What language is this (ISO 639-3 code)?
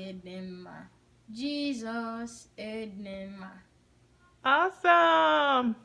ibo